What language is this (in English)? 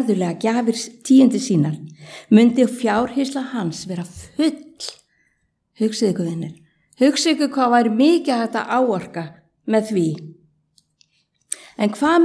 Icelandic